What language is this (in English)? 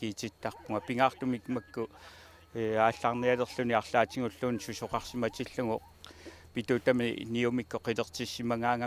Kalaallisut